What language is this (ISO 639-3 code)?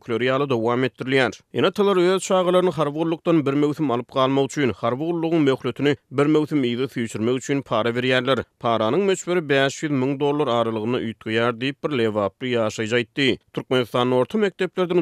tuk